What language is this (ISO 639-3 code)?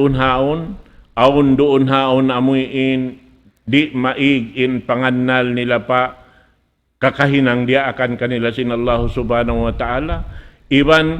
tsg